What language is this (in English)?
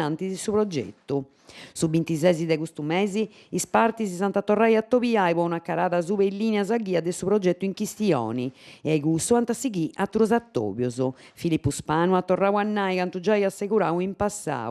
Sardinian